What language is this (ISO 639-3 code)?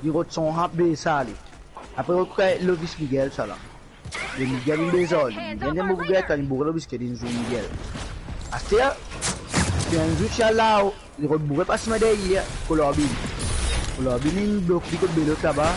mfe